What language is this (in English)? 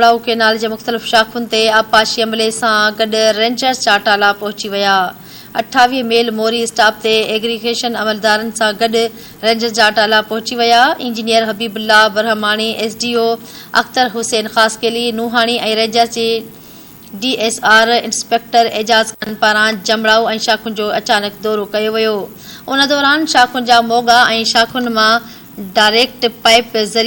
Sindhi